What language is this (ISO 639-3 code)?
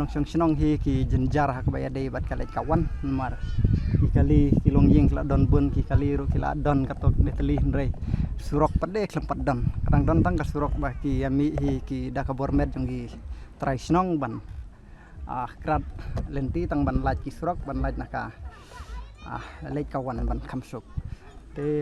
kha